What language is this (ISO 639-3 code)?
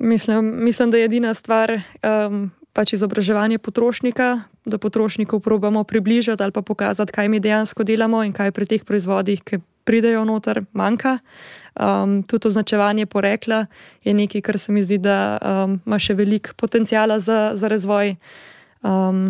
slv